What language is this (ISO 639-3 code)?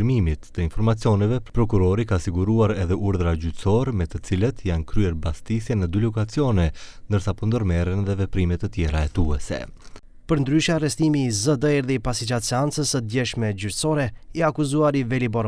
sqi